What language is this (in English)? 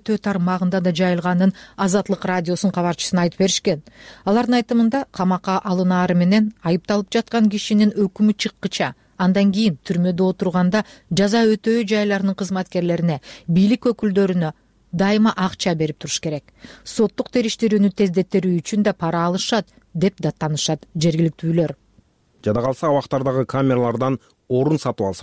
Kyrgyz